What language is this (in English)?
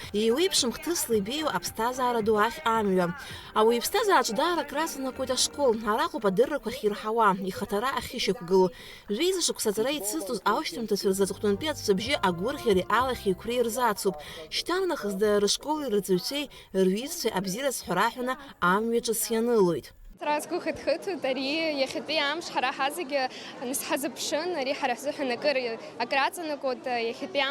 Abkhazian